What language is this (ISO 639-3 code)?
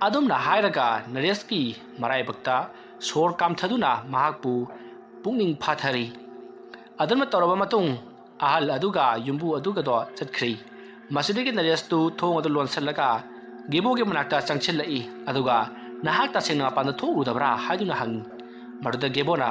mni